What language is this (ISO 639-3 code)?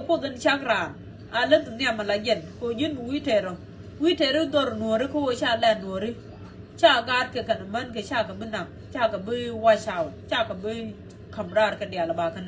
nus